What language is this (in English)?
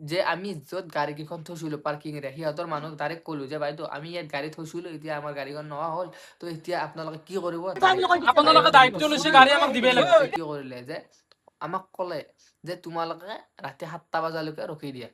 Assamese